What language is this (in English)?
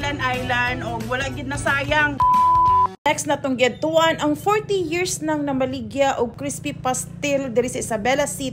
Cebuano